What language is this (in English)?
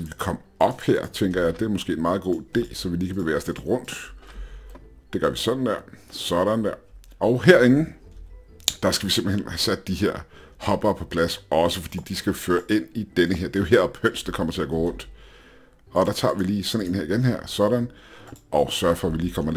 Danish